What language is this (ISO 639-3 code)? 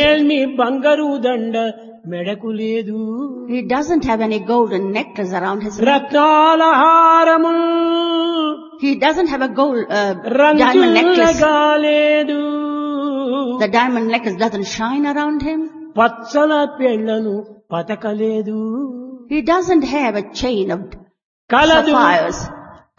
tel